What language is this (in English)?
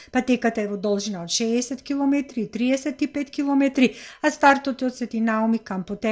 Macedonian